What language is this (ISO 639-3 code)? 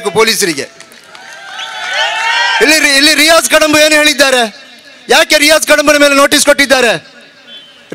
kan